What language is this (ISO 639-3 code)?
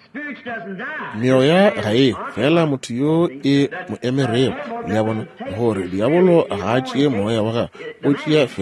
nso